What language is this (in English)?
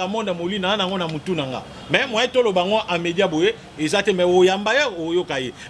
Lingala